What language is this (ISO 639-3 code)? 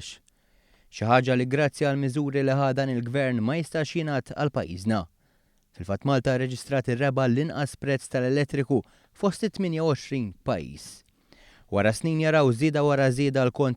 mlt